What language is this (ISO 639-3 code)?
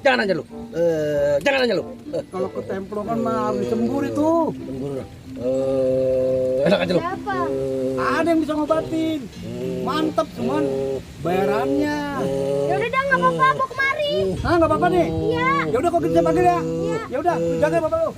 bew